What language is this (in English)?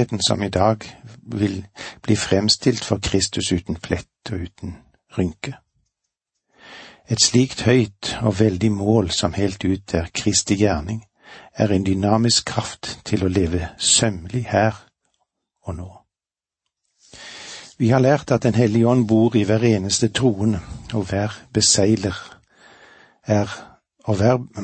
Norwegian